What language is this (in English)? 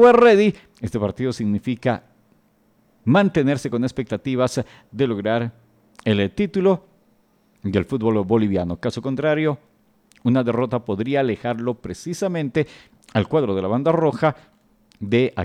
Spanish